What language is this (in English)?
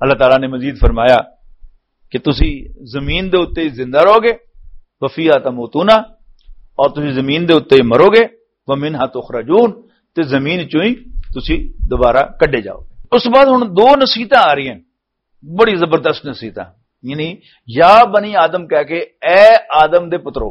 Western Panjabi